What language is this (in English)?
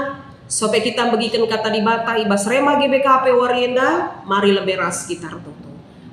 Batak Karo